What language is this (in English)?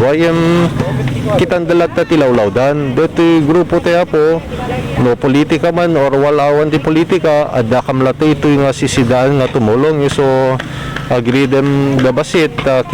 Iloko